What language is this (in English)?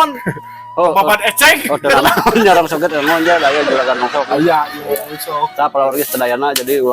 Sundanese